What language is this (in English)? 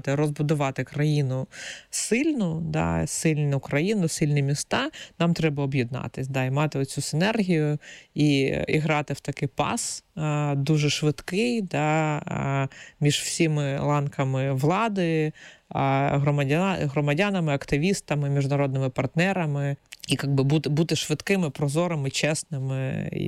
Ukrainian